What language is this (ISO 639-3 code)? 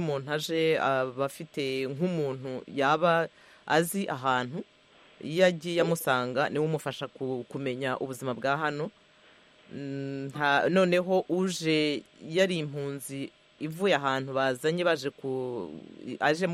kin